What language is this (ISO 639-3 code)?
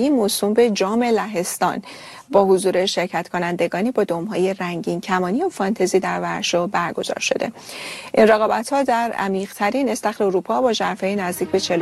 fas